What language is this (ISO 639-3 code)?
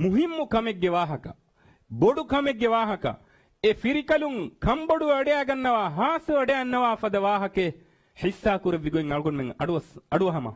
div